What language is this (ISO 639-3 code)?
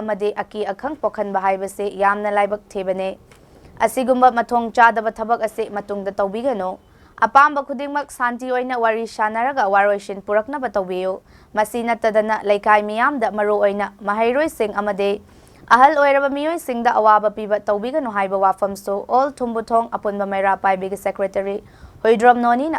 mni